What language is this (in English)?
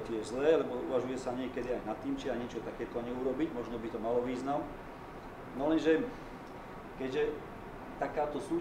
Slovak